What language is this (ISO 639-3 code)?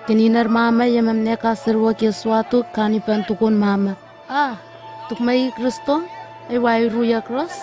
nwi